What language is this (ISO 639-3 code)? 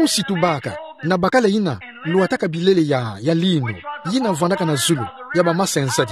ktu